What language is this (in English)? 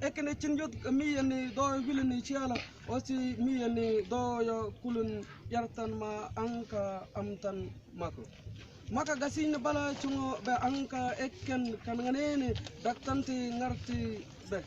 Mabaan